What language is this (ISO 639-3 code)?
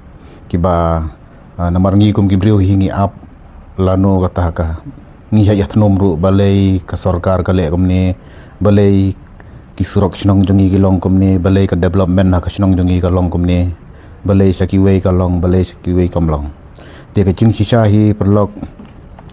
kha